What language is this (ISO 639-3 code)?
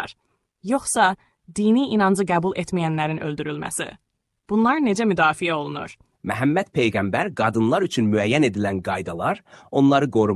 aze